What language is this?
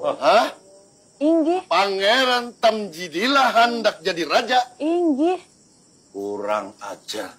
Banjar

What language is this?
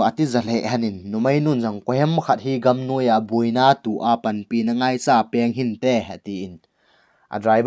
Thado Chin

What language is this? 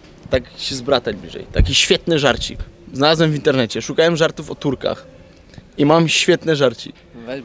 Polish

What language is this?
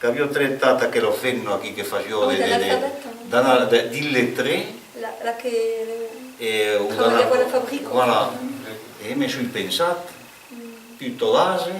Occitan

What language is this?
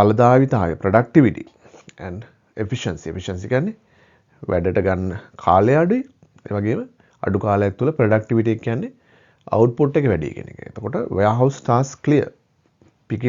Sinhala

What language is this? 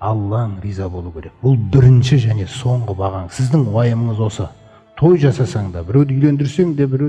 Kazakh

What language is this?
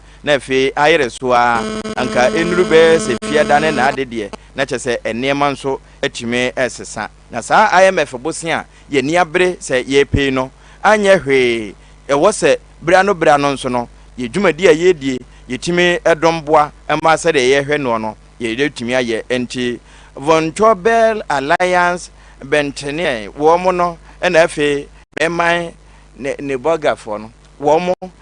Akan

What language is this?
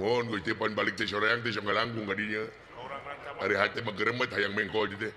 Sundanese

